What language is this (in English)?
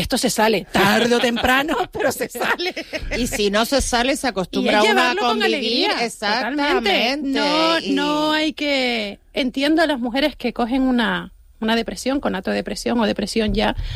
Spanish